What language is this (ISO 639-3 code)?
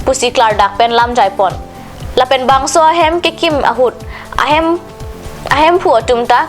mjw